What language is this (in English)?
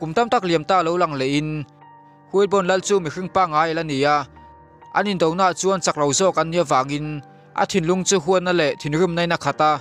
Mizo